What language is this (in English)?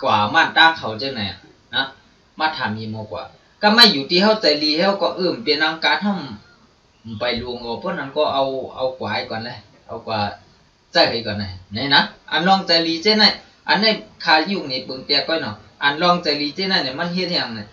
Shan